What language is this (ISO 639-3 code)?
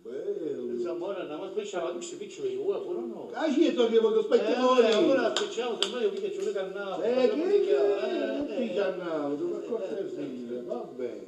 scn